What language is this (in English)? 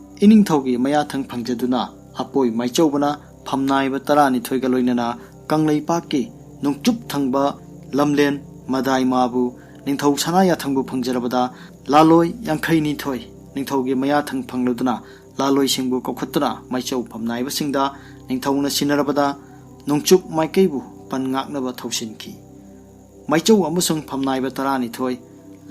Manipuri